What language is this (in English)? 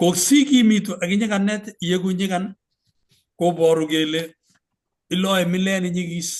Kalenjin